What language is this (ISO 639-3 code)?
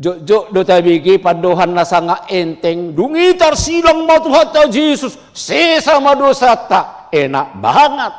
bbc